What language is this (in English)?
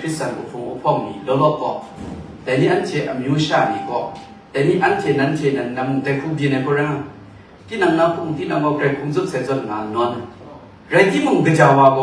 Kachin